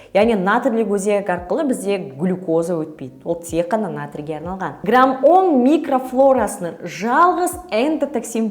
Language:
Kazakh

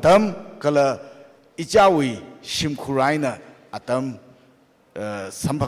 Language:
Tangkhul Naga (India)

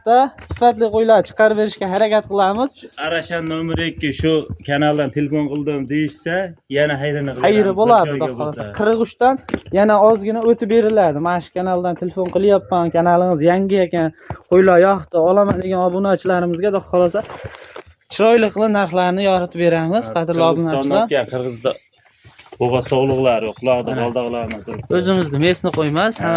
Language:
Uzbek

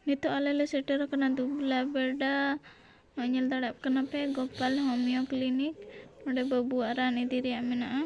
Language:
Santali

